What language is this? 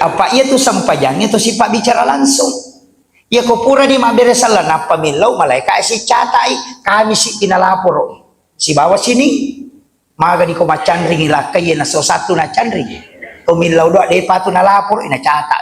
Buginese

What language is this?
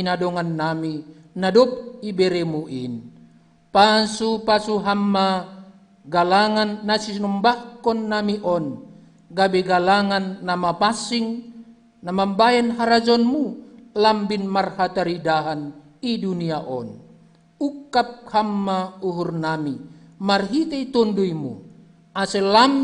Batak Simalungun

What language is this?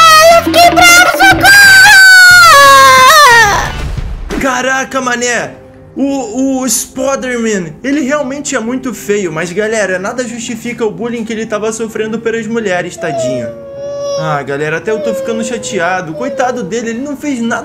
Portuguese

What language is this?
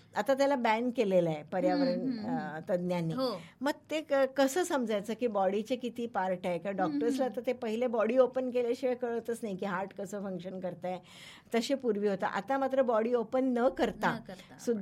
Marathi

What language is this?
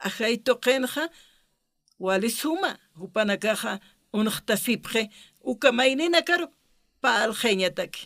Aymara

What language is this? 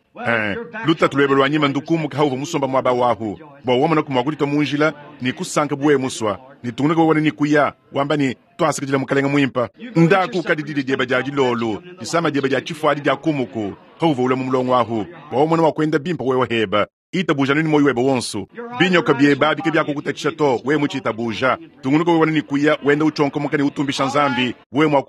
Luba-Lulua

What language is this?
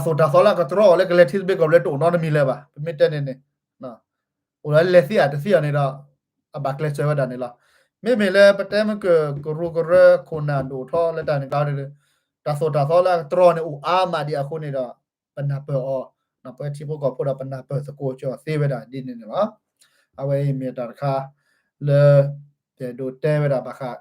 S'gaw Karen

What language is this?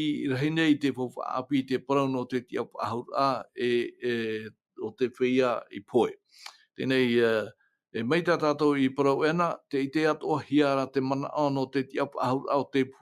Tahitian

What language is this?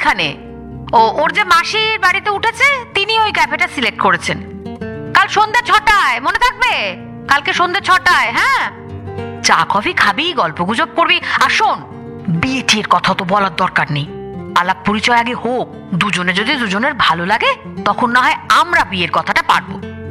Bangla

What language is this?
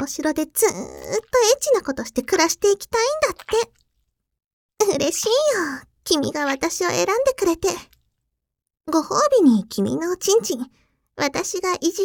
Japanese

